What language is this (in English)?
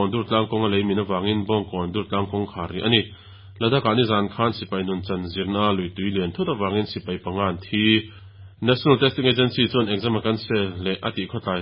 Mizo